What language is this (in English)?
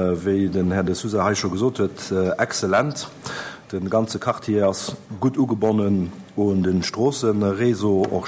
Luxembourgish